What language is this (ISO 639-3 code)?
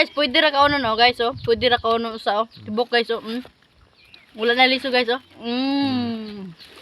ceb